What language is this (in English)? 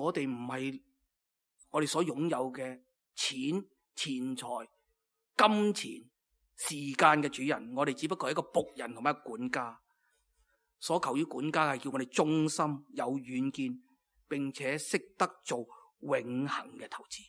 Cantonese